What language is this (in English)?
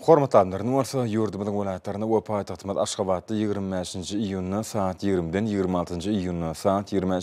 Turkmen